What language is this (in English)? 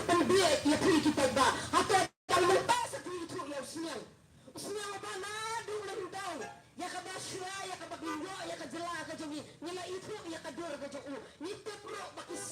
Khasi